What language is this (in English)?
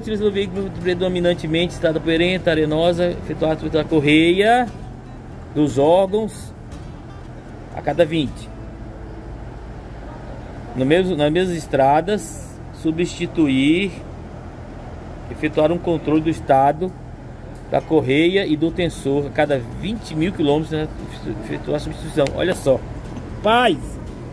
Portuguese